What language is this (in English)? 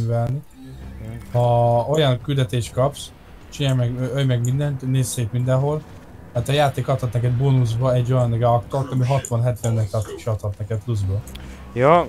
Hungarian